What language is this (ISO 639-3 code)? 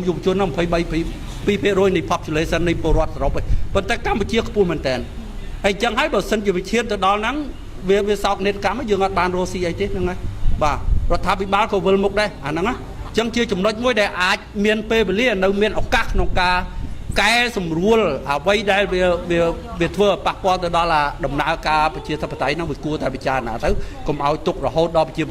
khm